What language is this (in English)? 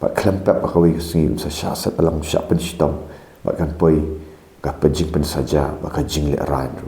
Khasi